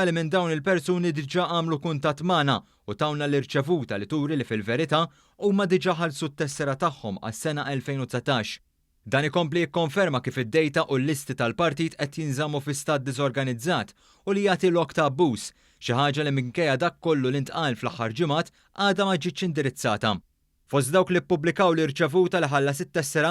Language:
Maltese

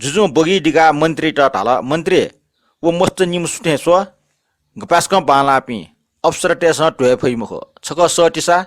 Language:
Newari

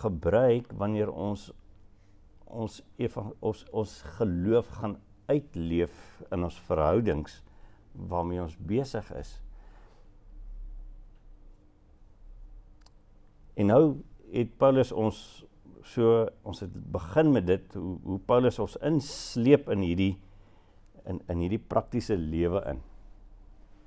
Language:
Afrikaans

